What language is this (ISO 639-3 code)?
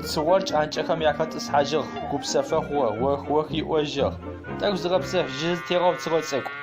ady